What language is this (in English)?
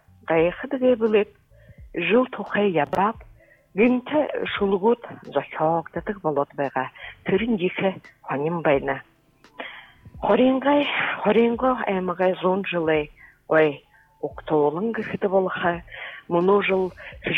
Buriat